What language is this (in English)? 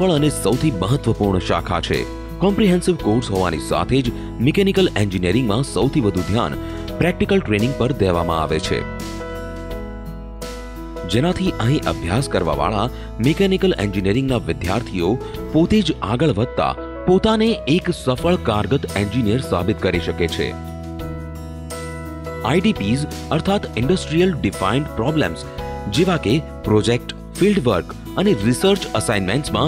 Gujarati